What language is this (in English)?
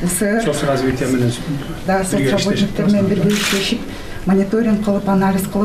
Kyrgyz